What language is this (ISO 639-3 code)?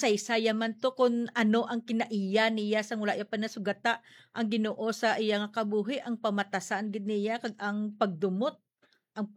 hil